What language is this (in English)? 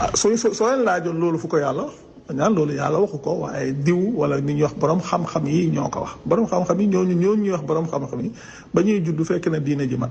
Wolof